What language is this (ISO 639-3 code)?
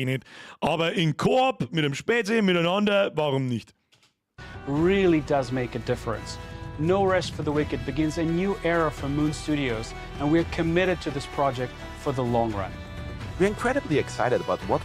bar